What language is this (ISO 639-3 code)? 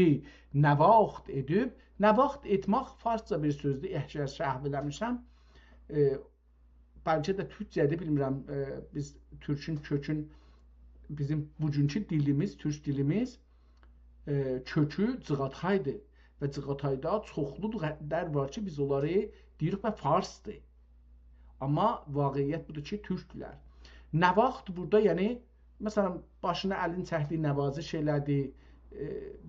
azb